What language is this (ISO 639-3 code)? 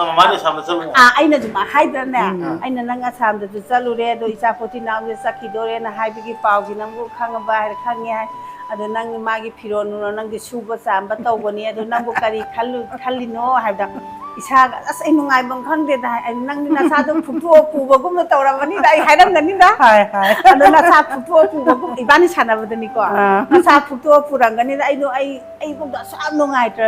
mni